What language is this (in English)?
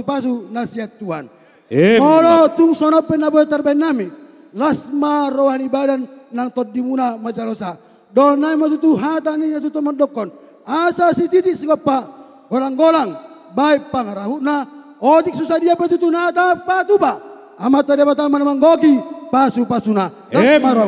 Batak Toba